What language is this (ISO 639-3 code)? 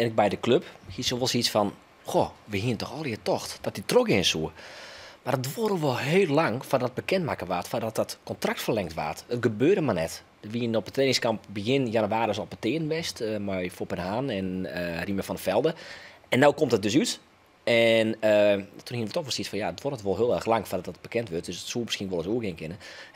fry